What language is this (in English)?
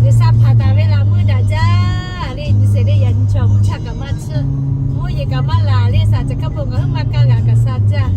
Lahu